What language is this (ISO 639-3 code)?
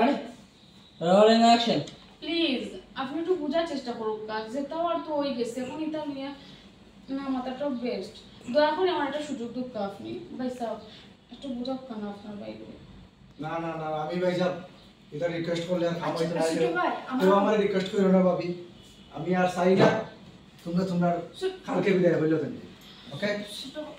syl